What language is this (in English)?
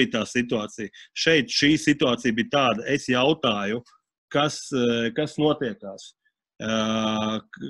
Latvian